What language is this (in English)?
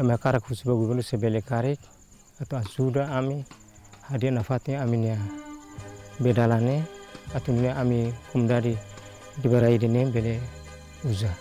Tetum